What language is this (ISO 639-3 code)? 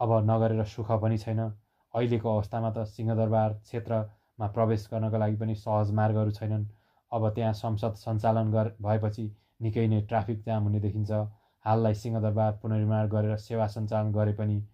nep